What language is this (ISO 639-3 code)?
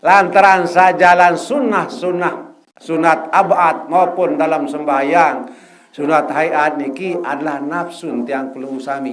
sas